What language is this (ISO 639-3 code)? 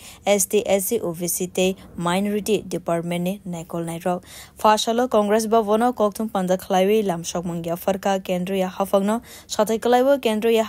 trp